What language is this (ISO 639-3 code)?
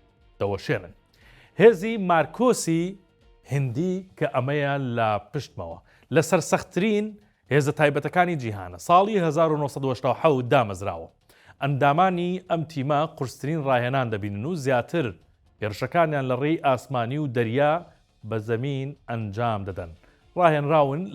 ckb